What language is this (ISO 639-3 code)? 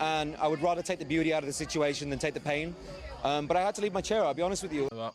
cym